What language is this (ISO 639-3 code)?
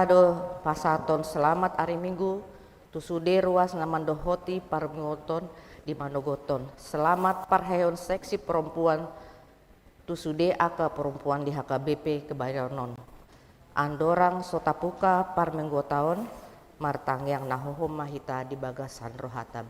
bbc